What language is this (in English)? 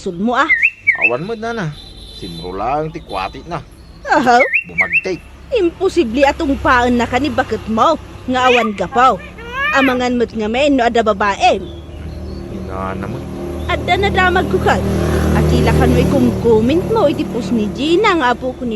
Iloko